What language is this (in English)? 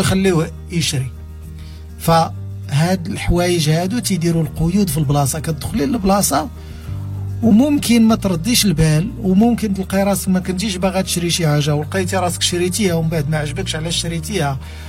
Moroccan Arabic